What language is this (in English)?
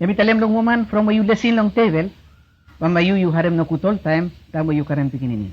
Bislama